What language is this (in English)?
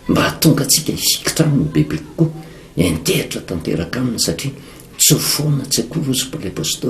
Malagasy